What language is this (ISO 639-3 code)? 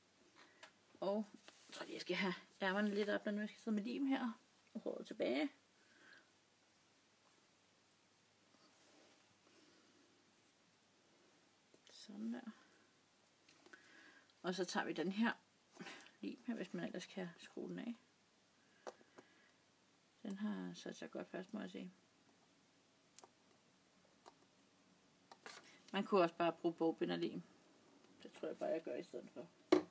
dan